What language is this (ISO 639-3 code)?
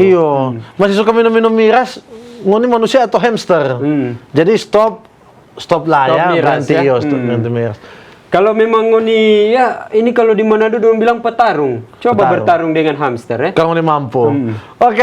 xmm